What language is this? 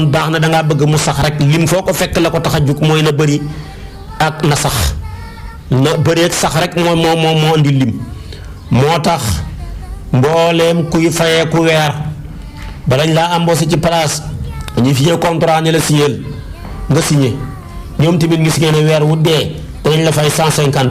Wolof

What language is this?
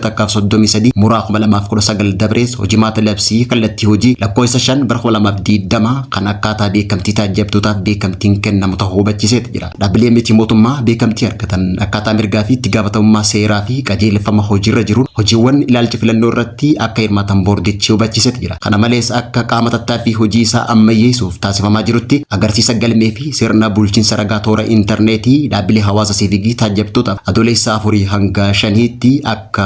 Oromo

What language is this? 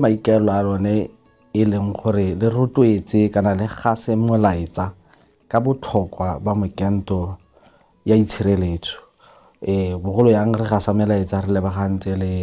Tswana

